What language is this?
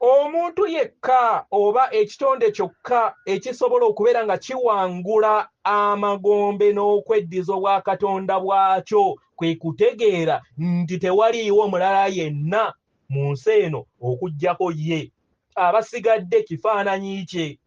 Ganda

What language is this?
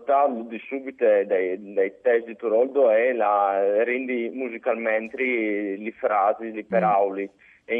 Friulian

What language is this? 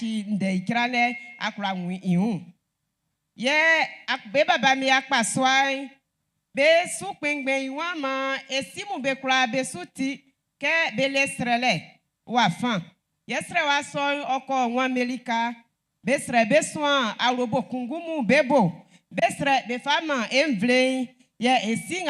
Baoulé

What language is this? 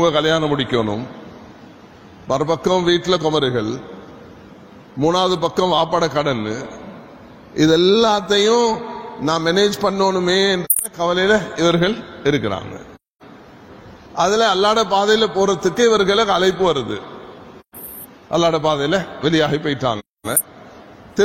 Tamil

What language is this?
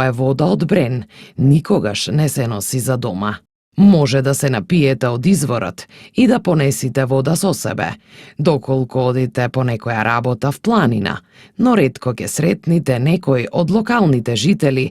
Macedonian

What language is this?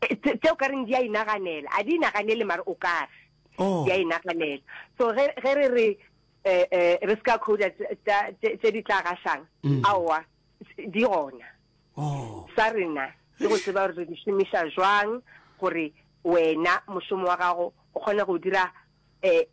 Northern Sotho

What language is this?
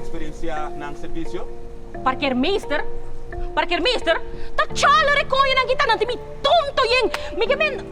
Papiamento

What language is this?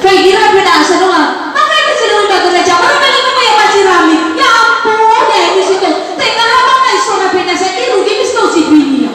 Nias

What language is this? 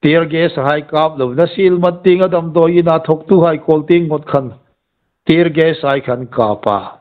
Hmar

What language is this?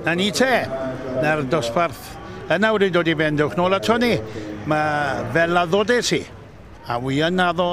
Welsh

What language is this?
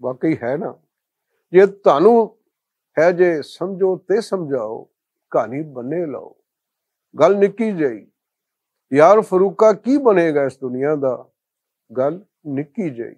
Western Panjabi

